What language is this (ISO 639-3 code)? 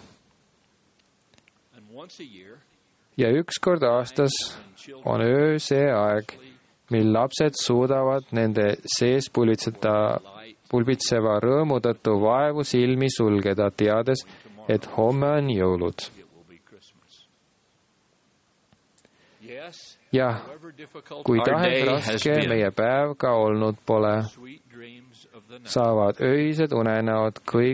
est